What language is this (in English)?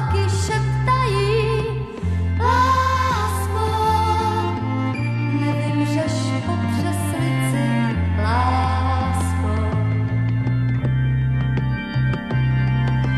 Czech